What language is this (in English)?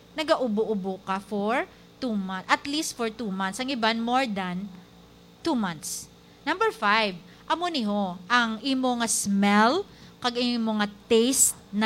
Hiligaynon